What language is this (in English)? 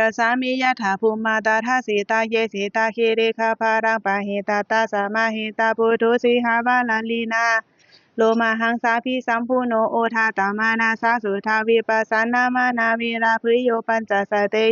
Pali